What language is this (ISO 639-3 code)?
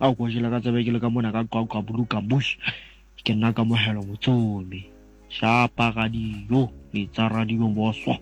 sot